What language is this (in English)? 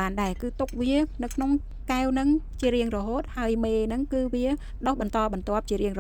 Khmer